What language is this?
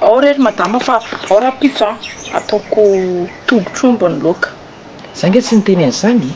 Malagasy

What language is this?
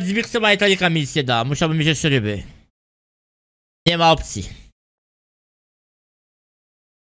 Polish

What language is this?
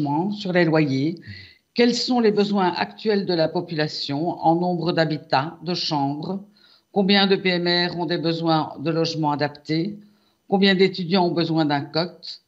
French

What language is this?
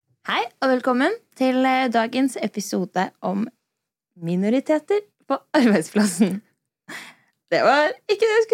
Norwegian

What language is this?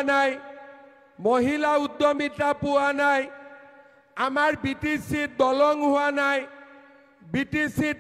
Assamese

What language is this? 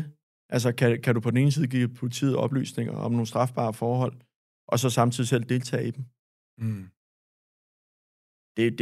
Danish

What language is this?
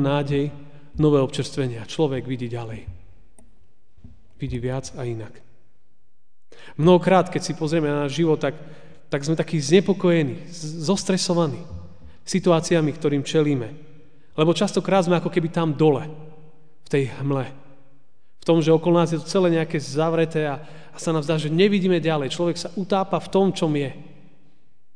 Slovak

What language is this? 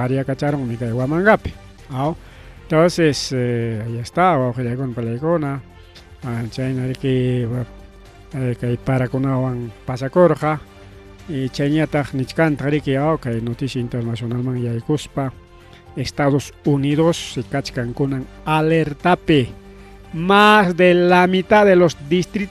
Ayacucho Quechua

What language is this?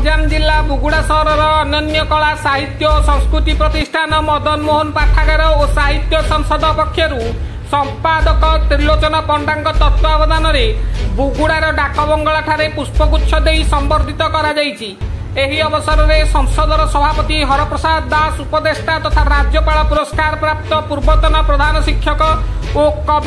Odia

